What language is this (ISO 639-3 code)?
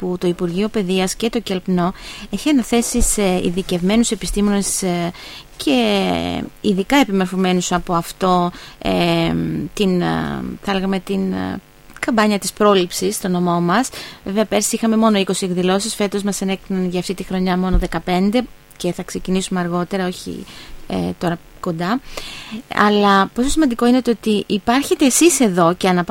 ell